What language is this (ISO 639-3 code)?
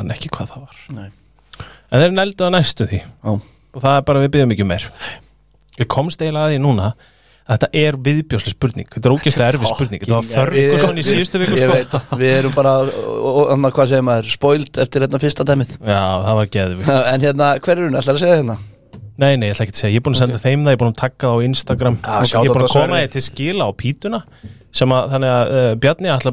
isl